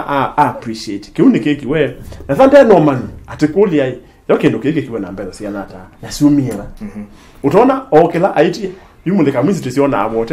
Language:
Kamba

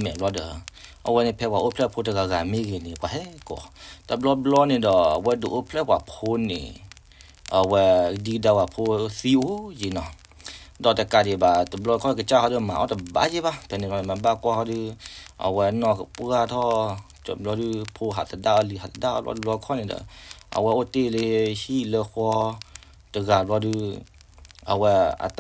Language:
S'gaw Karen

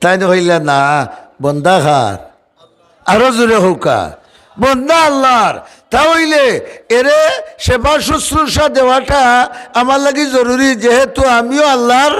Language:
Sylheti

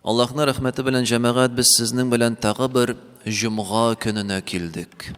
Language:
Tatar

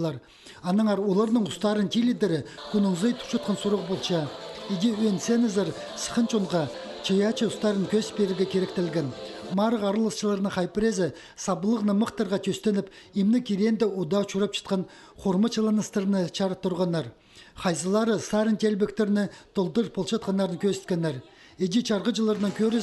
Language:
Khakas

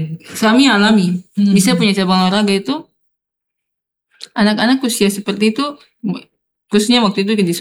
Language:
Indonesian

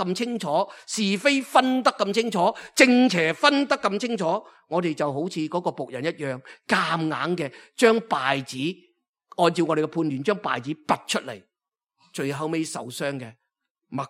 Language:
Cantonese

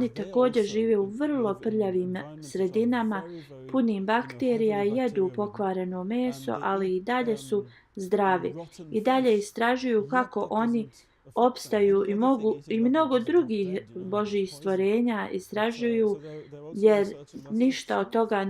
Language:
Bosnian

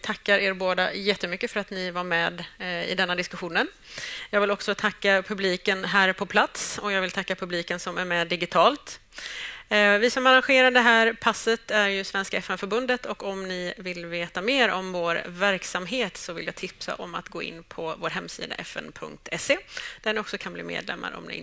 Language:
Swedish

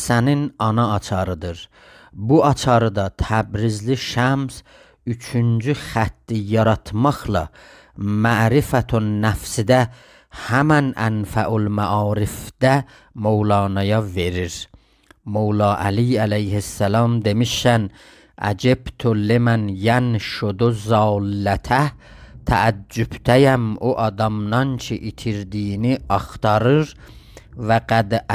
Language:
South Azerbaijani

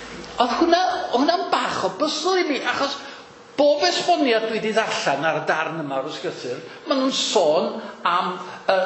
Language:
Welsh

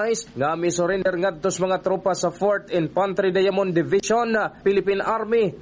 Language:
Cebuano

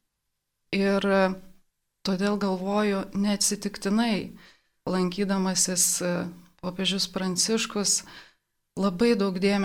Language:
Lithuanian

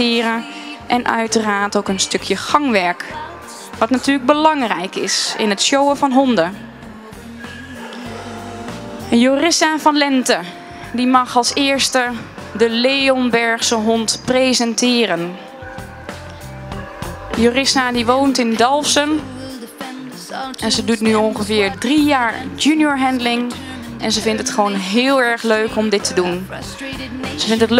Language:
Dutch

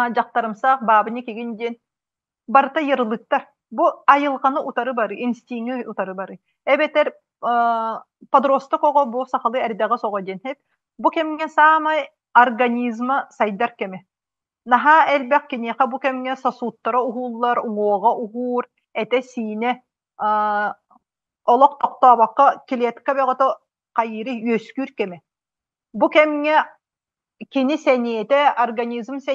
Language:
Yakut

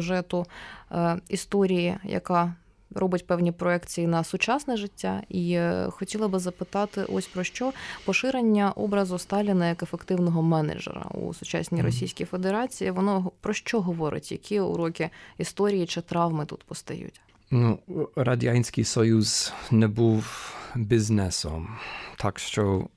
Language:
Ukrainian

